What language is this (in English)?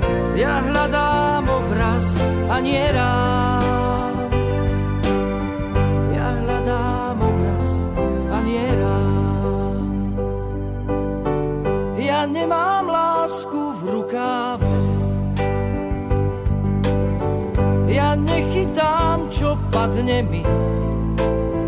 Slovak